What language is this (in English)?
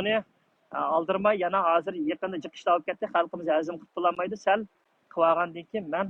Uyghur